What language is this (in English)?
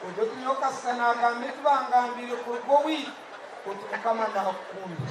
Nyankole